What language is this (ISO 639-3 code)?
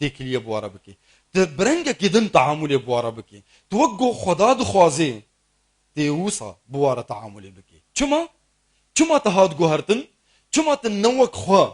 kur